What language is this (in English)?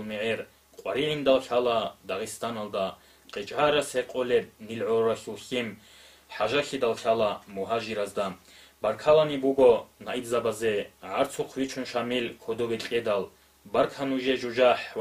Avaric